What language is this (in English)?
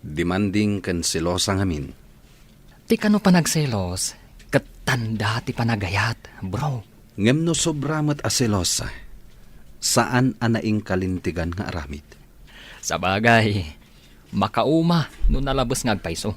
Iloko